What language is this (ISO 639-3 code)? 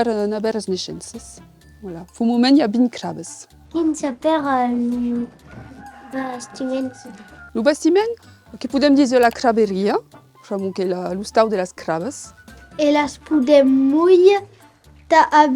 oci